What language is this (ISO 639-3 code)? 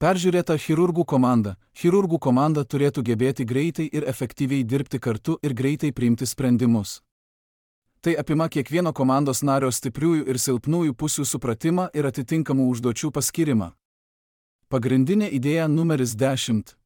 lit